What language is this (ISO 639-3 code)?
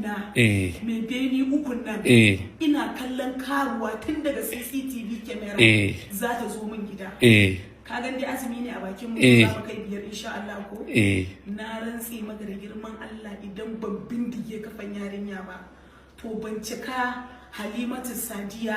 hau